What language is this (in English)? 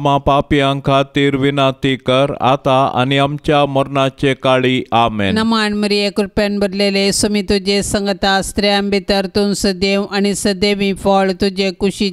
Konkani